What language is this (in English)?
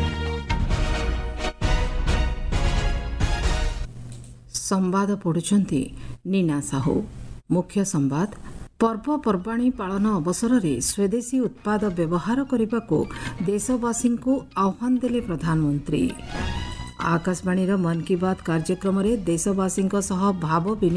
Odia